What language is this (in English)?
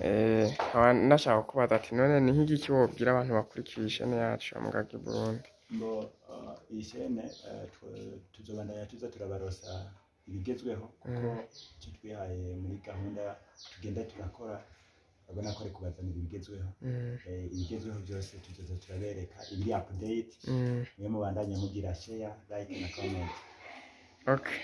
Rundi